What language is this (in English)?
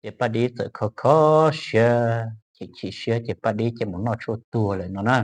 Hmong